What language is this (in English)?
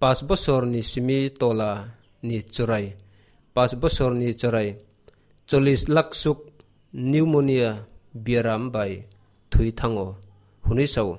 Kok Borok